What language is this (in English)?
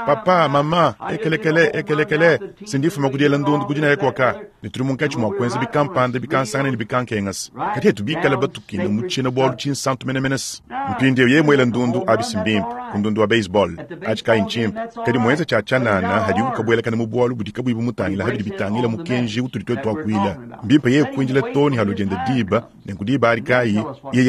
Luba-Lulua